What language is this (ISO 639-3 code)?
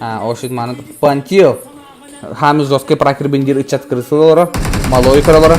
sah